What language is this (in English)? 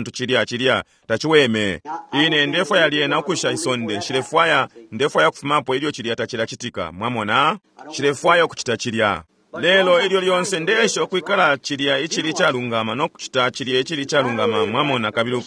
Bemba